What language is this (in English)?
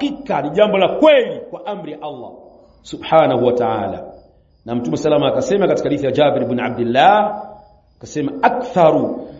Swahili